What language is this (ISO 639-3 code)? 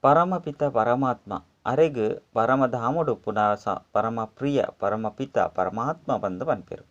tcy